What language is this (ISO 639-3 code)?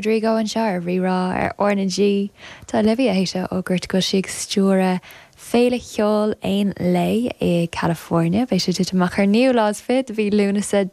gle